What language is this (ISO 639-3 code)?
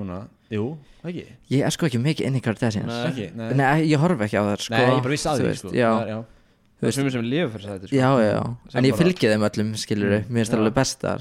isl